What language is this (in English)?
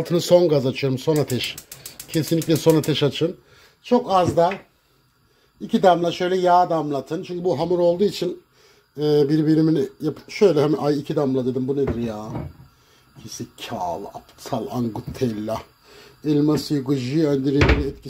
Turkish